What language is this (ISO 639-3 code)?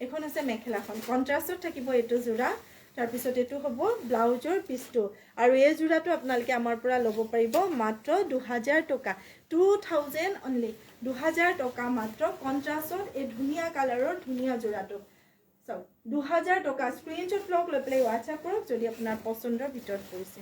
asm